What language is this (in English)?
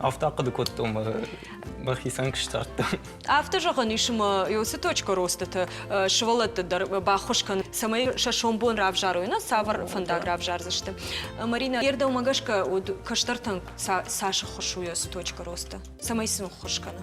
Ossetic